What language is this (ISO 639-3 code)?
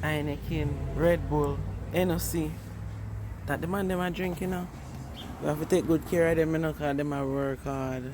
jam